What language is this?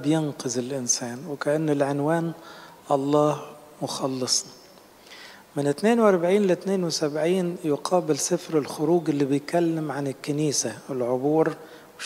Egyptian Arabic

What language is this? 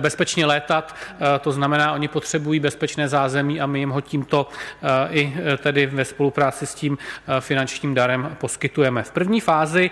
Czech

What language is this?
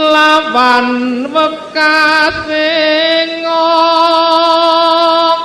Javanese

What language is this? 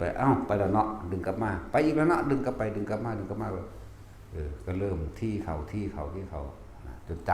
Northeastern Thai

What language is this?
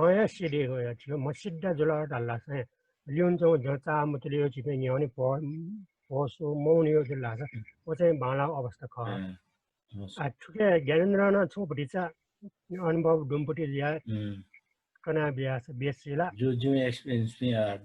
Newari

